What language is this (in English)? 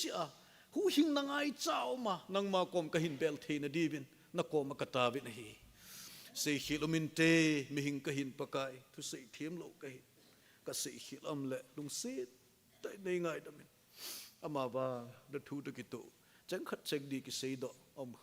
Thado Chin